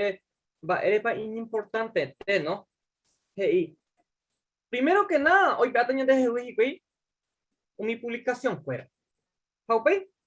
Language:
Guarani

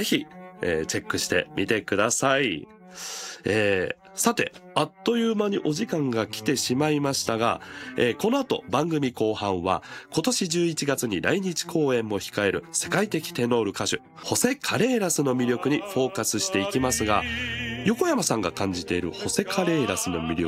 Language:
Japanese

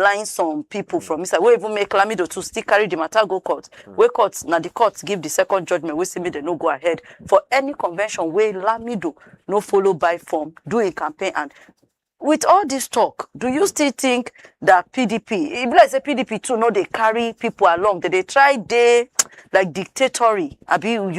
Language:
Nigerian Pidgin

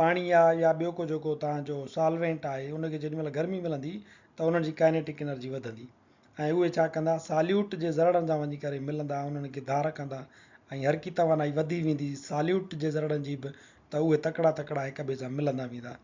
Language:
Sindhi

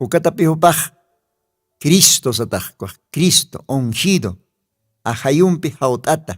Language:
Aymara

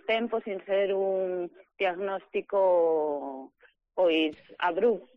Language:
Galician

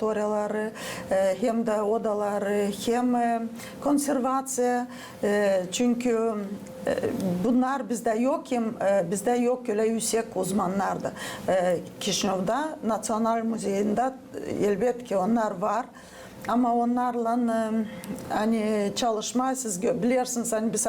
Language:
Gagauz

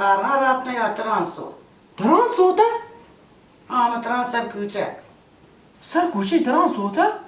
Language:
Baluchi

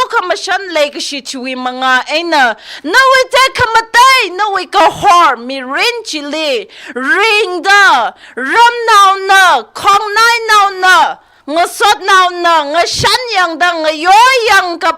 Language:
Tangkhul Naga (India)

